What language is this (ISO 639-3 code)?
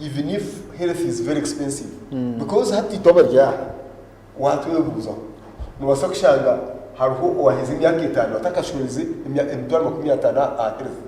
nyn